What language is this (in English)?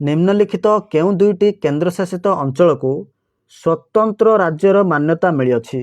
Odia